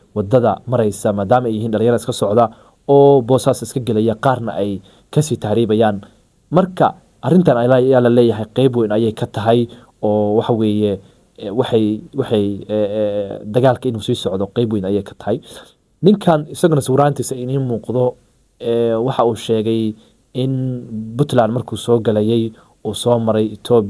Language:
Somali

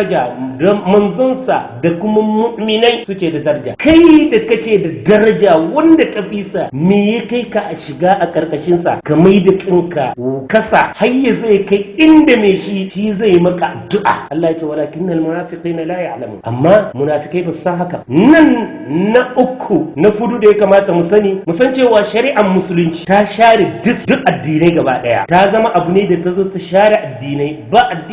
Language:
Hausa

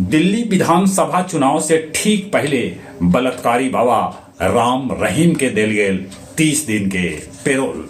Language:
Magahi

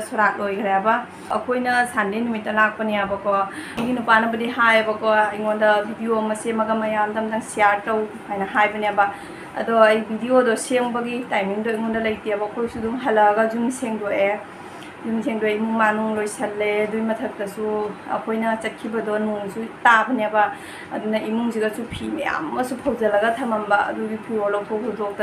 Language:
Manipuri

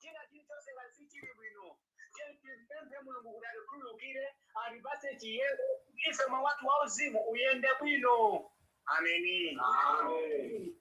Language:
Nyanja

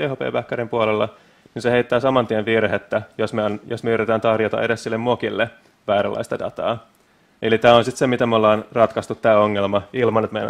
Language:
Finnish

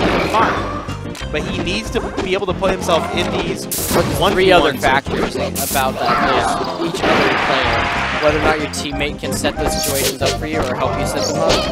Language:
English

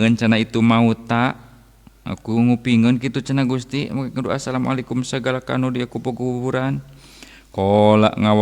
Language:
Sundanese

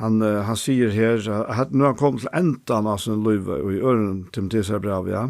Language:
Faroese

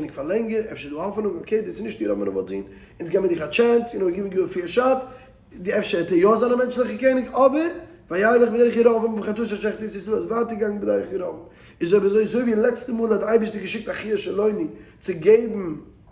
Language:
Yiddish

